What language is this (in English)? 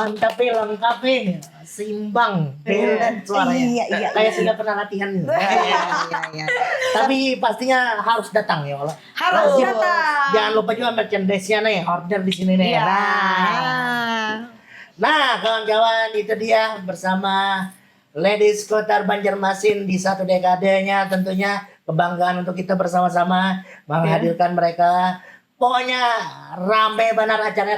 Banjar